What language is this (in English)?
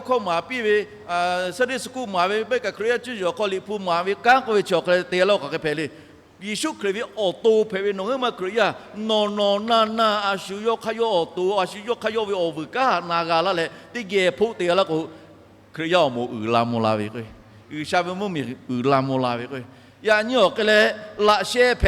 Lahu